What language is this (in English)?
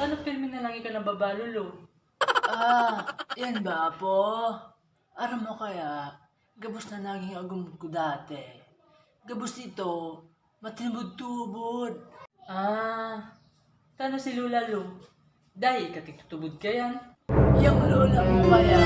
Bikol